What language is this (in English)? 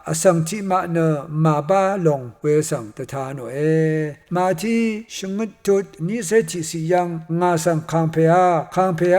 Rawang